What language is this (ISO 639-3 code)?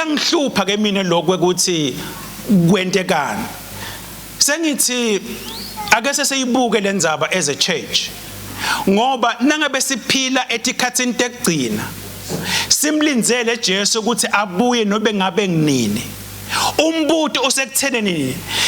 ssw